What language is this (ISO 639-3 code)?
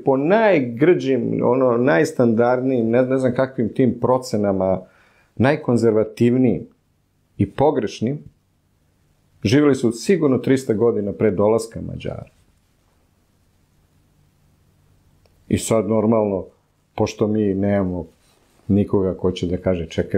srp